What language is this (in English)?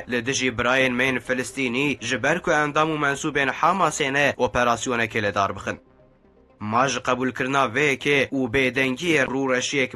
Kurdish